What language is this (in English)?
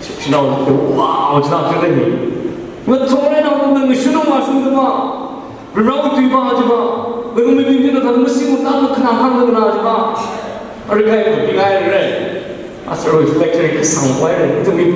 Tangkhul Naga (India)